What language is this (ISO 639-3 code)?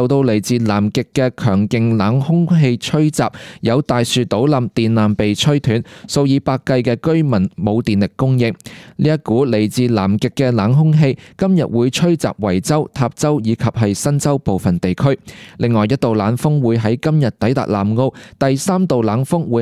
yue